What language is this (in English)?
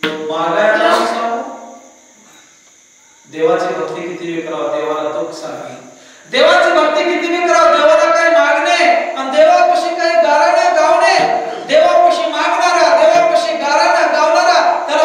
Marathi